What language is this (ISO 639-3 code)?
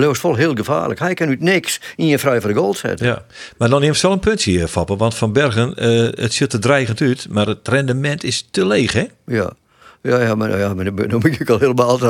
fry